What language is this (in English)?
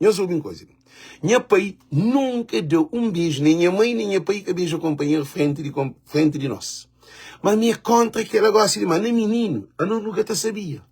Kabuverdianu